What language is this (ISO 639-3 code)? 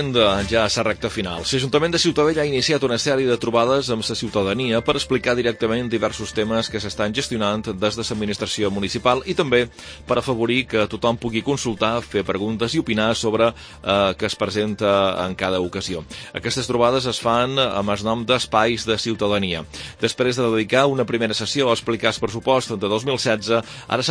cat